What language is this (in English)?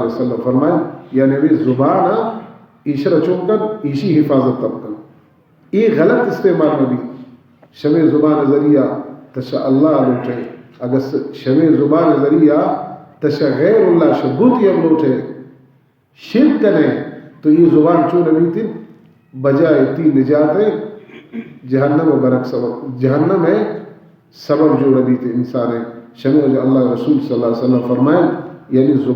Baluchi